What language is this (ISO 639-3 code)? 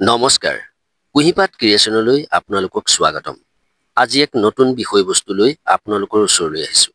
asm